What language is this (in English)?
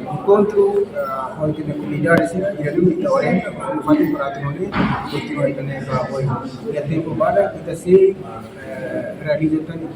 Tetum